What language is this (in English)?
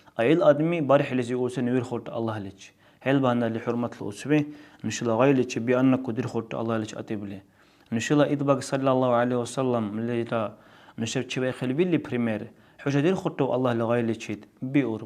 Dargwa